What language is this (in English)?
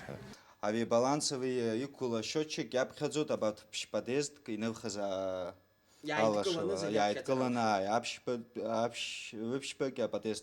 Abkhazian